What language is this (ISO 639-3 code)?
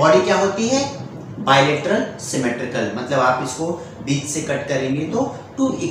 hin